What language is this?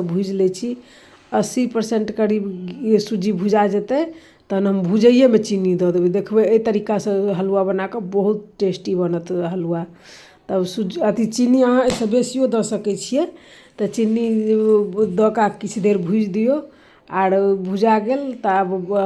Maithili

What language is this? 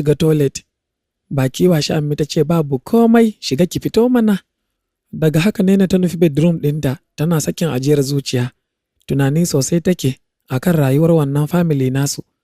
Hausa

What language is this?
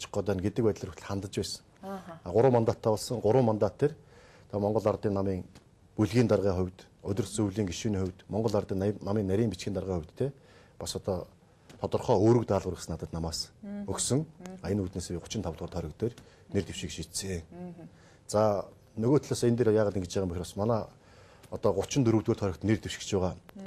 Mongolian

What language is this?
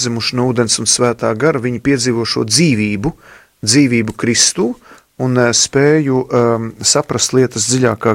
Latvian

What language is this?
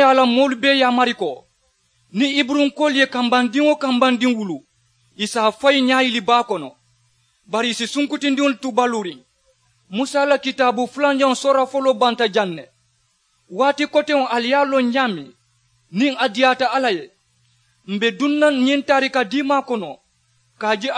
Mandingo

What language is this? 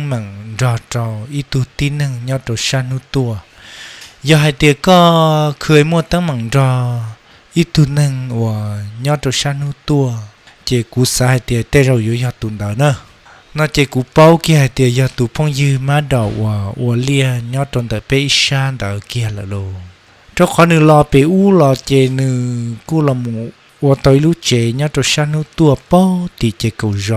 Hmong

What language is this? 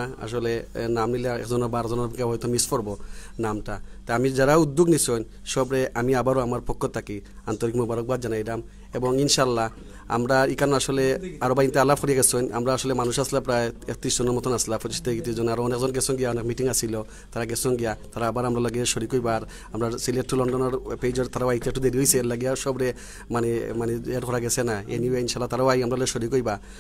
Sylheti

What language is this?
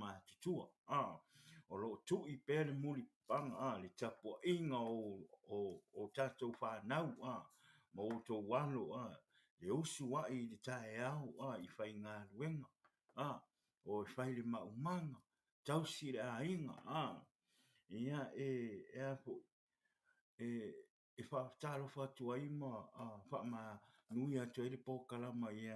Samoan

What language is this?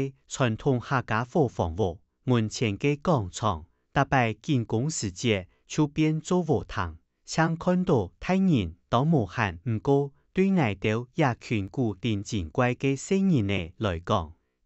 Hakka Chinese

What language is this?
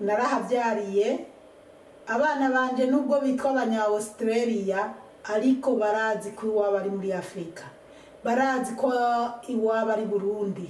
Rundi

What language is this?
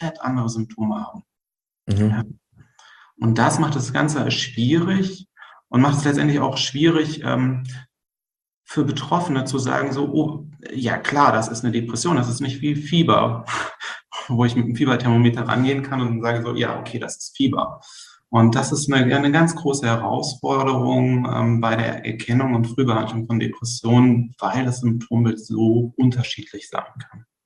German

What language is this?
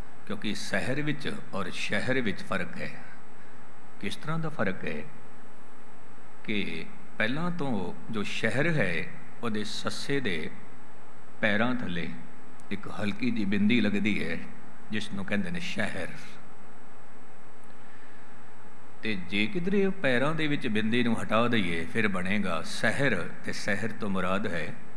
Punjabi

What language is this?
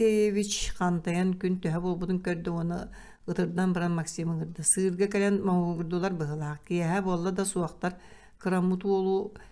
Yakut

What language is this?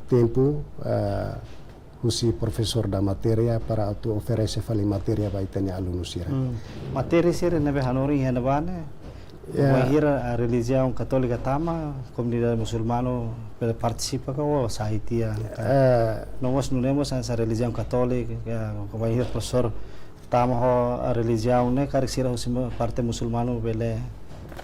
Tetum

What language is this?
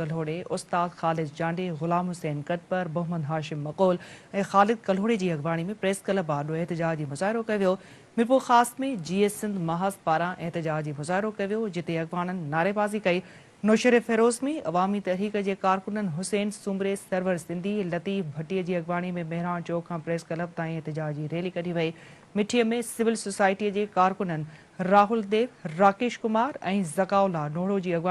Sindhi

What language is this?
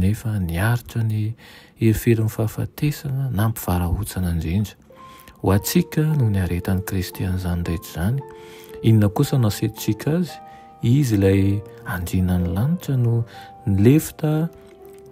Malagasy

